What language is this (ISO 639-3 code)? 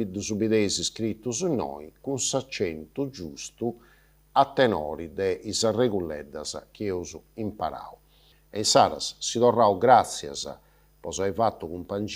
srd